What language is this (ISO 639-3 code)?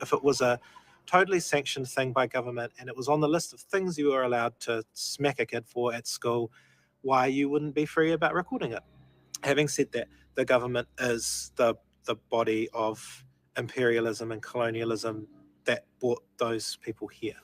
mri